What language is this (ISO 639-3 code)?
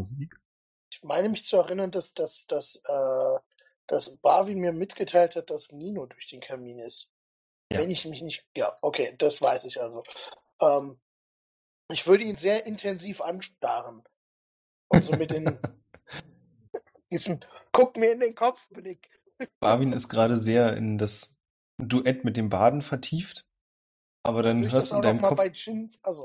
deu